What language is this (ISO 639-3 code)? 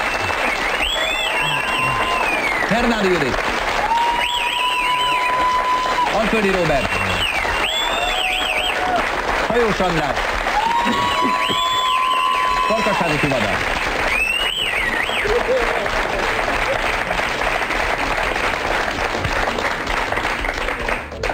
hun